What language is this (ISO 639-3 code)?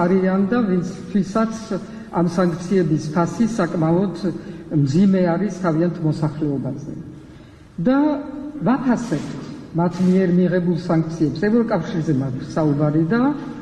kat